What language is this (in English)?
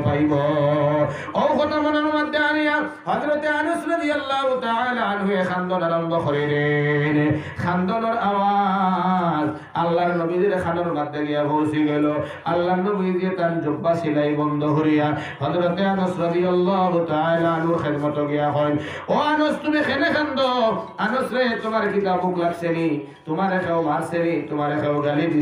Sylheti